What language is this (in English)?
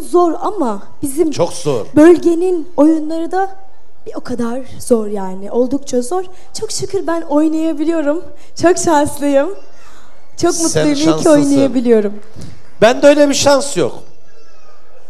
Turkish